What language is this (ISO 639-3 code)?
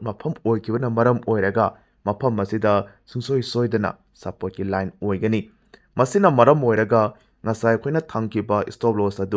mni